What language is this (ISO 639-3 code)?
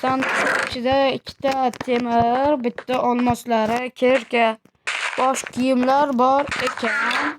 uzb